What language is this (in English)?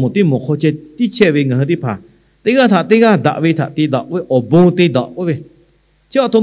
Lahu